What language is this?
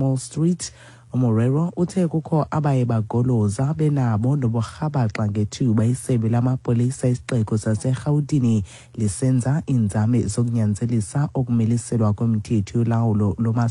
Xhosa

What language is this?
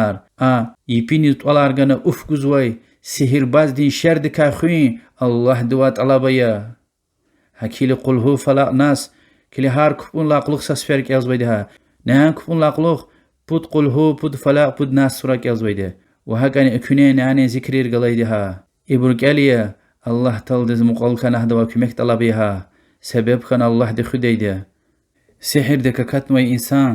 Lezghian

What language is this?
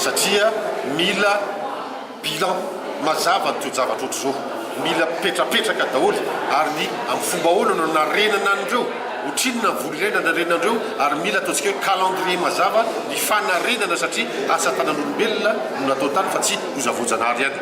Malagasy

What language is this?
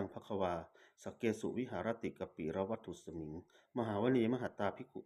Pali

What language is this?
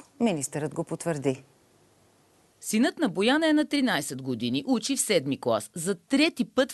Bulgarian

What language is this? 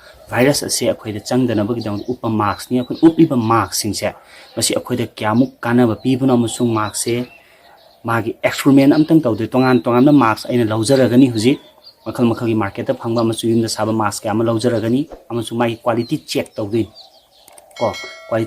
Manipuri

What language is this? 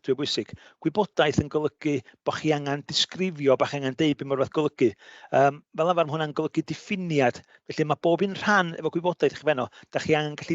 Welsh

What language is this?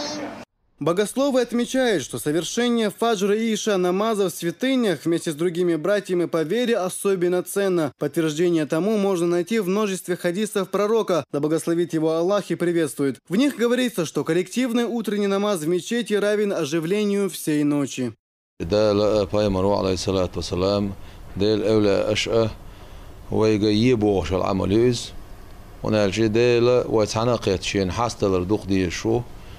Chechen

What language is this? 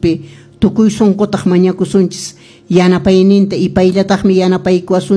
Quechua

